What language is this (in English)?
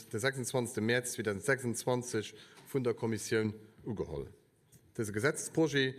Luxembourgish